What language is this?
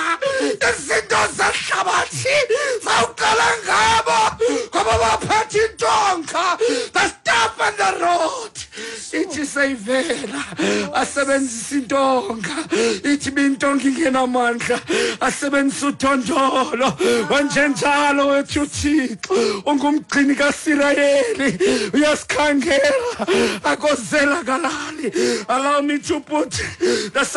Xhosa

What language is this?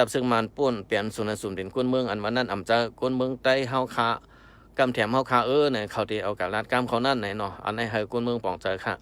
Shan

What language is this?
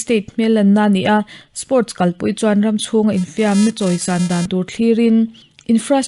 Mizo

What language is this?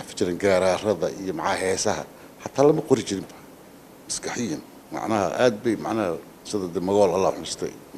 Somali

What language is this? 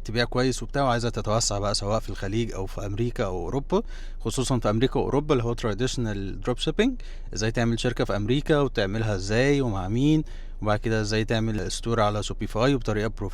Egyptian Arabic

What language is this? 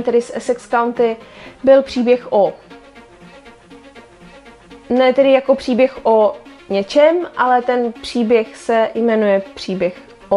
Czech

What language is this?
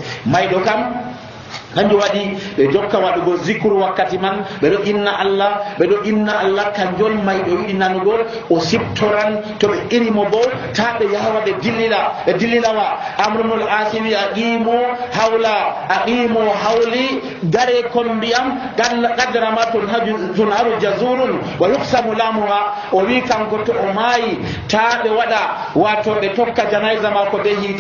Nigerian Fulfulde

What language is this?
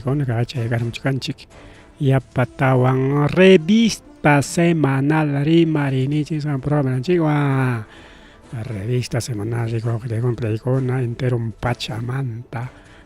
Ayacucho Quechua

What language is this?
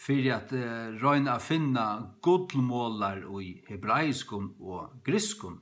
Faroese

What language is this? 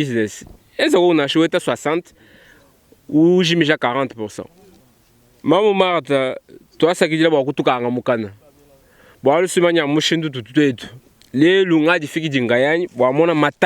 Luba-Lulua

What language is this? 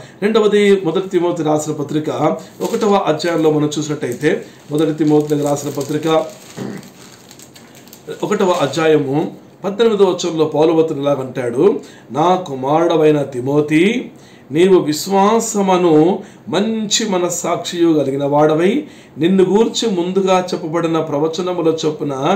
Telugu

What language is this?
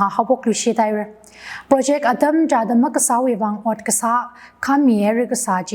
Tangkhul Naga (India)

